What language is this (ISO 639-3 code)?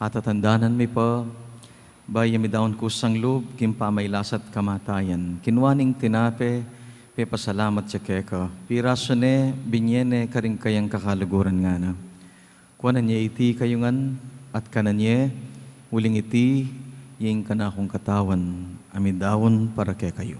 pam